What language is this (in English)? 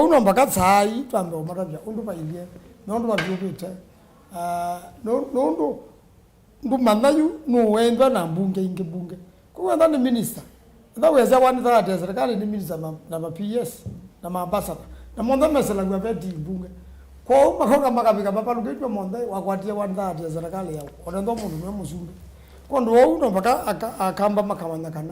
Kamba